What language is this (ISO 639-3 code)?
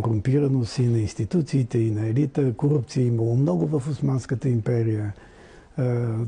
bul